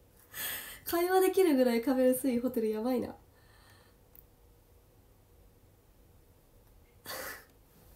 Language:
Japanese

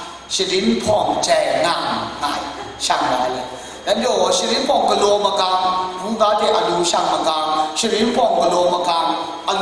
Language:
Kachin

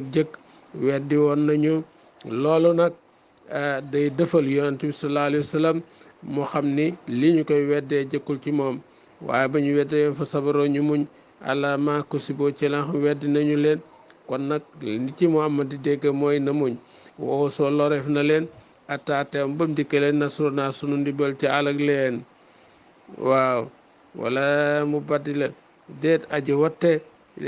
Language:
Wolof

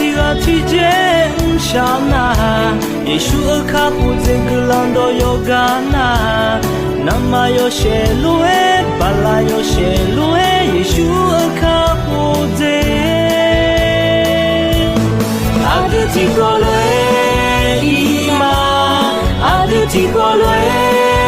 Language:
Akha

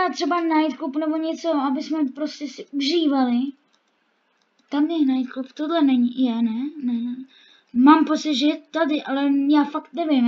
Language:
Czech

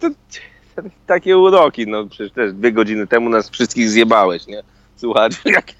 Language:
Polish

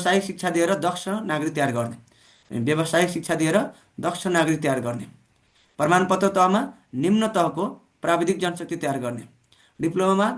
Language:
Nepali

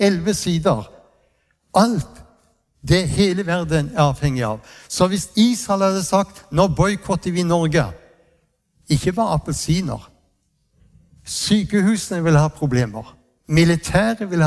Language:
Norwegian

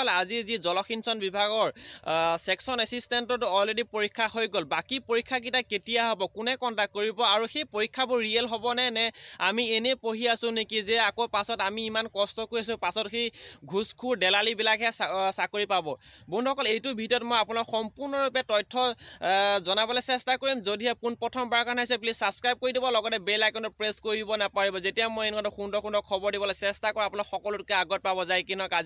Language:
Assamese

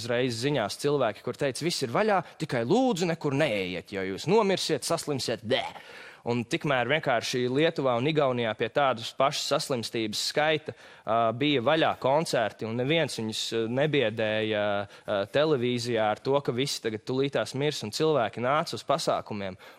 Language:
Latvian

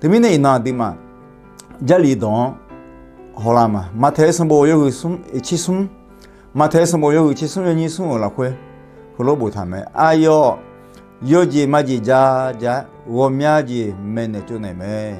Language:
Akha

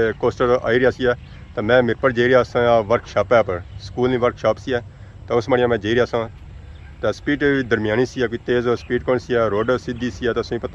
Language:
Pahari-Potwari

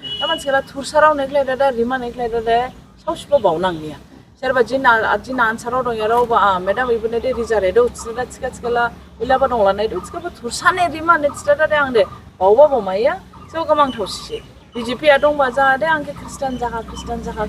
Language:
Dimasa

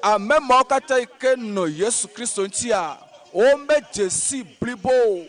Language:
Ewe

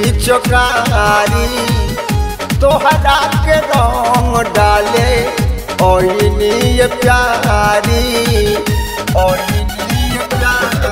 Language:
Bhojpuri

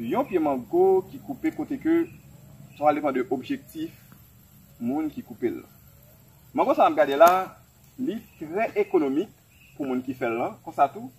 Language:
Haitian Creole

